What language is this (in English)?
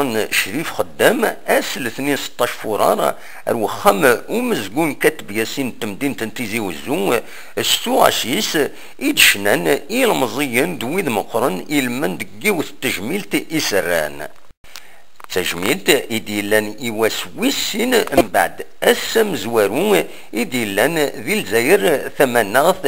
Kabyle